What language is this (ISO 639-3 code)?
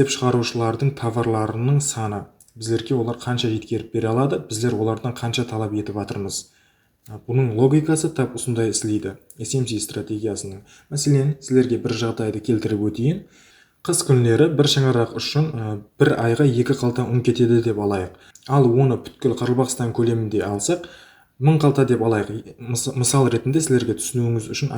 kaa